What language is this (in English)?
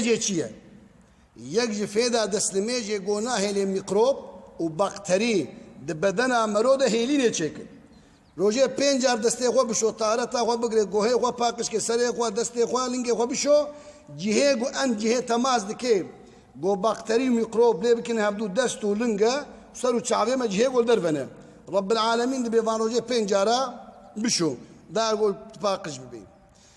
Kurdish